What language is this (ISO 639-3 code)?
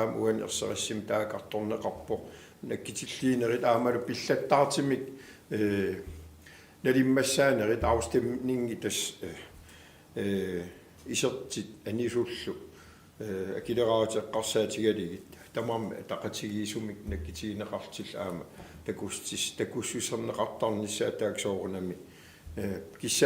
kal